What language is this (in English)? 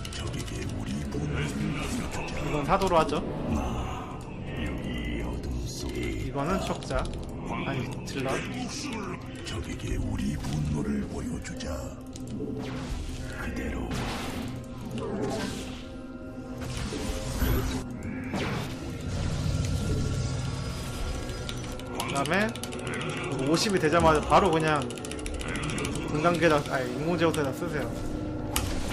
Korean